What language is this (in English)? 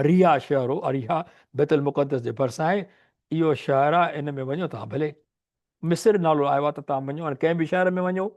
Sindhi